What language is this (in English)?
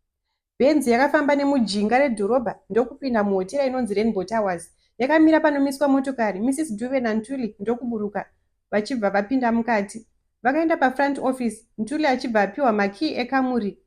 Shona